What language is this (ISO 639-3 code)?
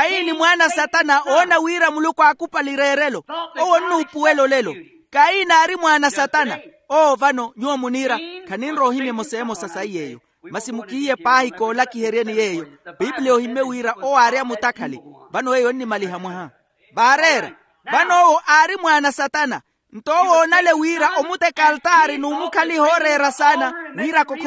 vmw